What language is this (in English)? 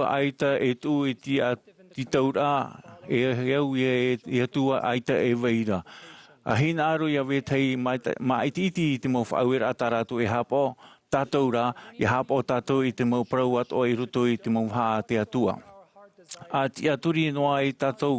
Tahitian